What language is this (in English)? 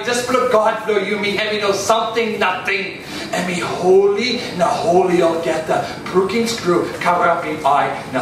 Tok Pisin